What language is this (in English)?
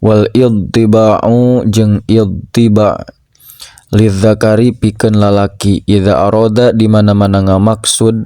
Sundanese